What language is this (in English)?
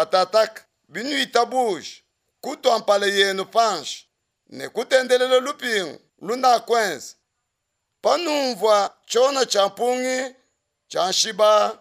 Luba-Lulua